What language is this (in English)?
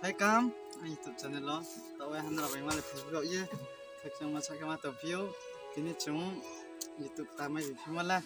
Riang (India)